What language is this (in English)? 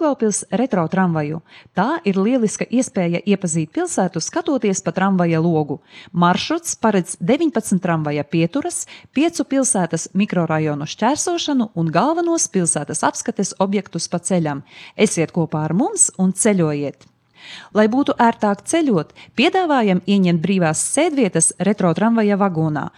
Latvian